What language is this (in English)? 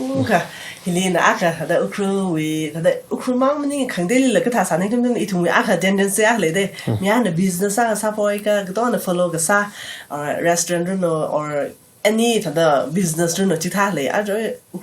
Tangkhul Naga (India)